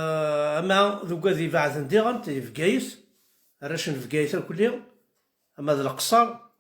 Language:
Kabyle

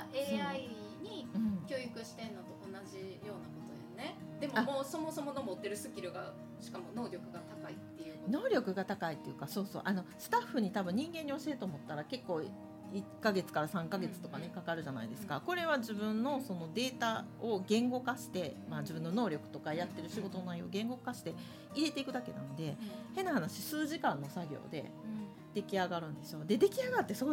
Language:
Japanese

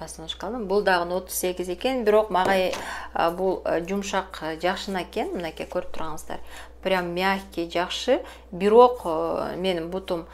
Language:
Kyrgyz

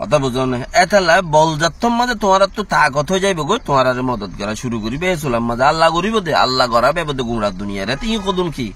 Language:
Rohingya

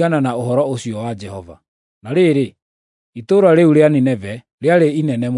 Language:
Kikuyu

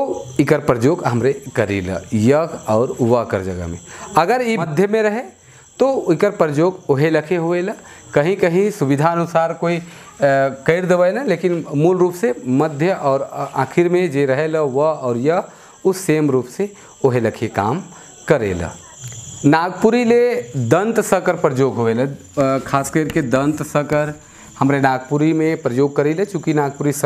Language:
Sadri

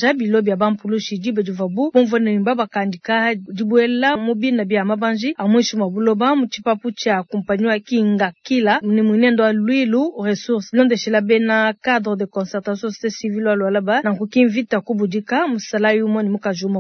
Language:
Luba-Lulua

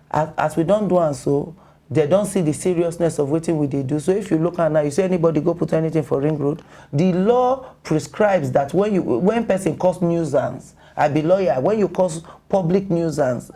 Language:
Nigerian Pidgin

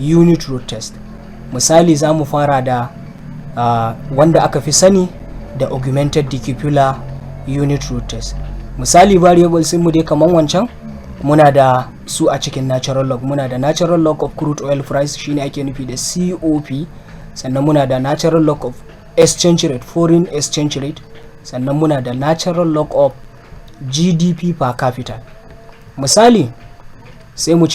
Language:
Hausa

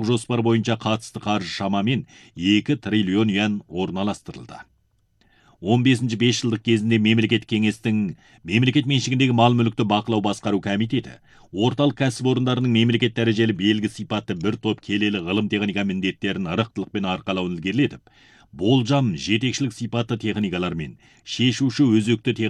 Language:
Kazakh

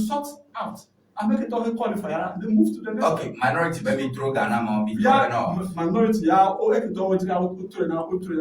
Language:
Ewe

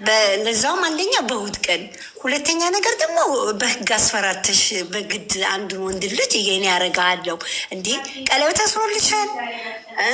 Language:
Amharic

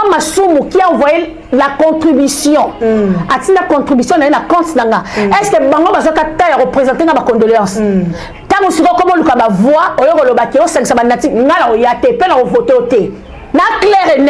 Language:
Lingala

